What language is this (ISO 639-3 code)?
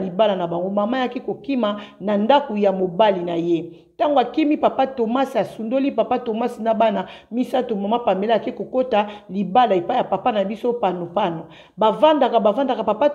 lin